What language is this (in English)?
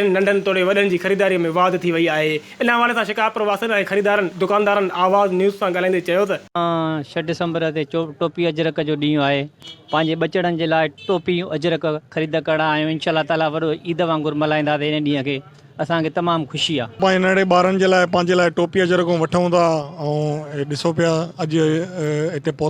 Sindhi